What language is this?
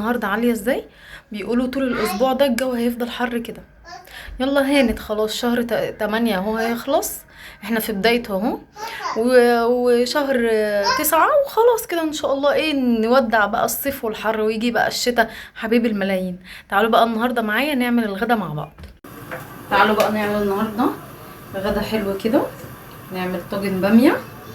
Egyptian Arabic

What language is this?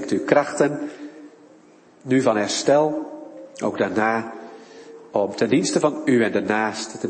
Dutch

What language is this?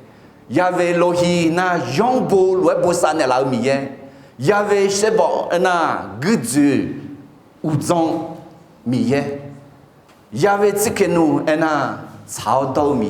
Akha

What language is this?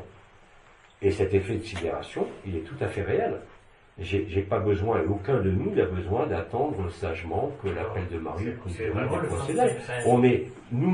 French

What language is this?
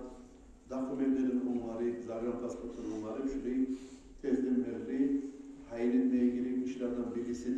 Kumyk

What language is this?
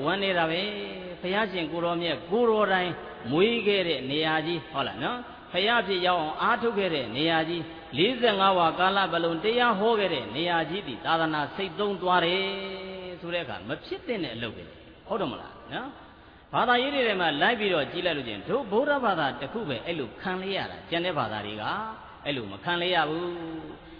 Burmese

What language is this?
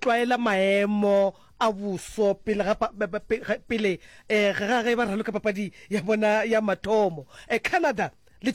Northern Sotho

